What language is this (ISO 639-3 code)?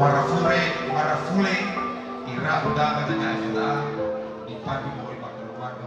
nia